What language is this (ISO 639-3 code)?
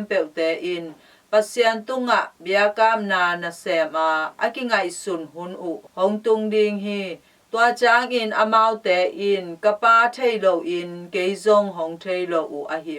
ctd